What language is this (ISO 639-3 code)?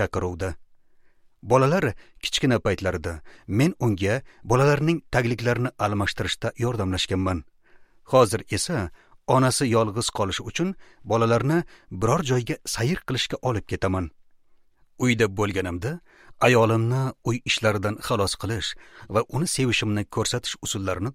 uzb